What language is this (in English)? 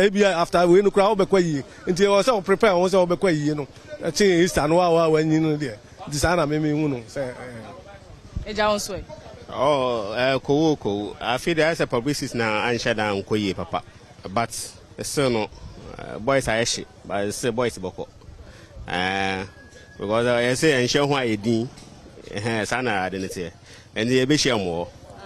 Akan